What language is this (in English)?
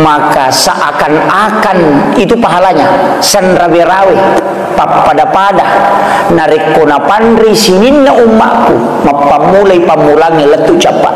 Buginese